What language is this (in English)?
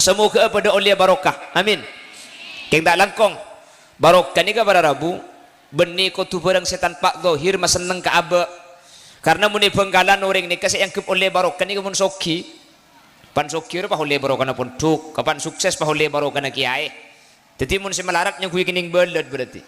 Madurese